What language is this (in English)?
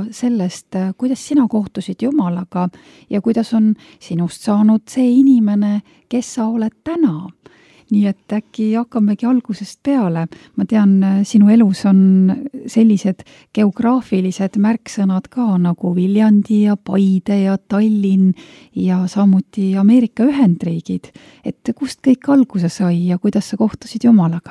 Estonian